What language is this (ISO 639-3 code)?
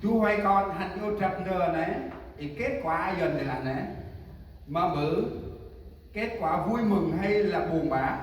cmo